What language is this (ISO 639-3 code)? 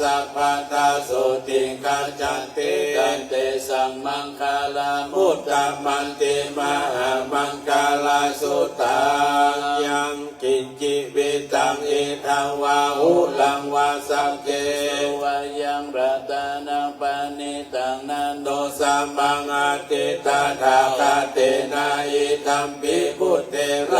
pli